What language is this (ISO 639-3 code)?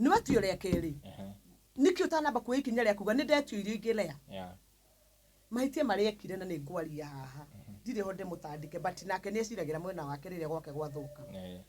kik